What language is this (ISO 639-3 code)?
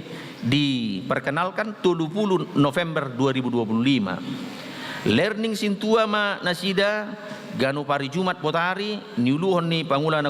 bbc